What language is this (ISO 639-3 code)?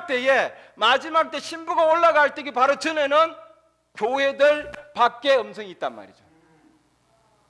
kor